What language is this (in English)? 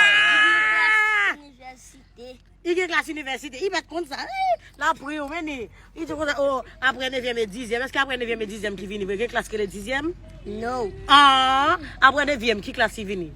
Haitian Creole